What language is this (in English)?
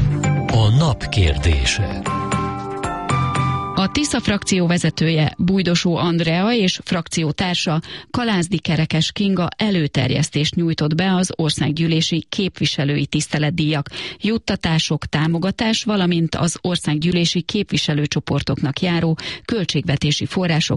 Hungarian